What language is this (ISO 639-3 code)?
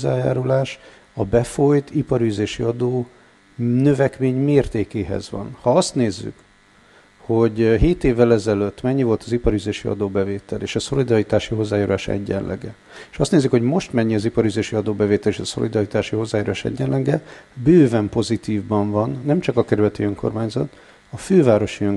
hun